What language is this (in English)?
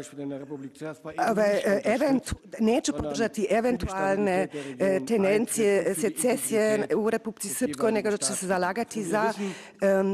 Serbian